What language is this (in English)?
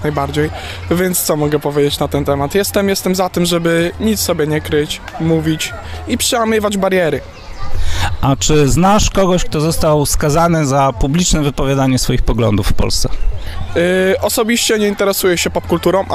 Polish